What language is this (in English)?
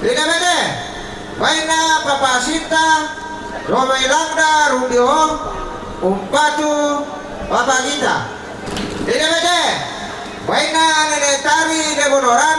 Toraja-Sa'dan